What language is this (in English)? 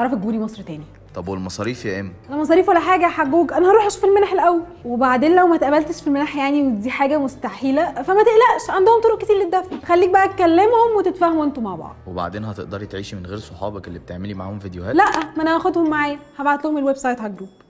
Egyptian Arabic